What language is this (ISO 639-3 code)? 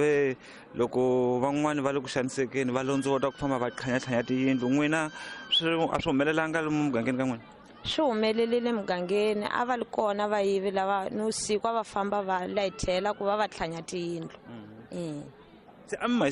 tso